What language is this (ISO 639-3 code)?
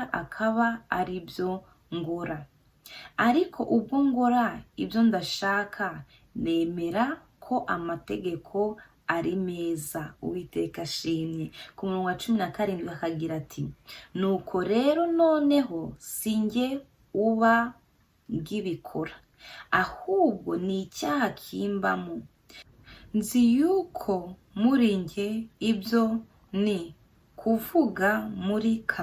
kin